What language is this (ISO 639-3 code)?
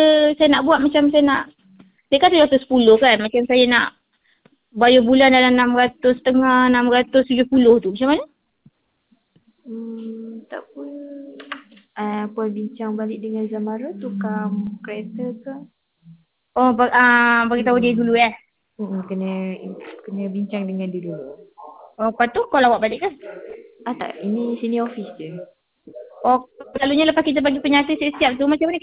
msa